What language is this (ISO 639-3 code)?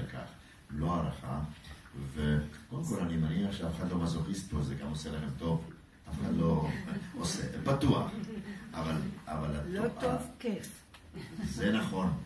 heb